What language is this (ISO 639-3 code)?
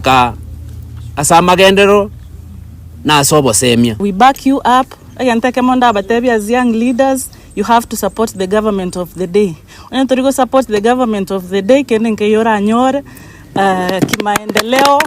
guz